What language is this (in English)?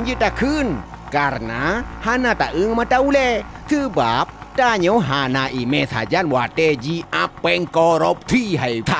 Achinese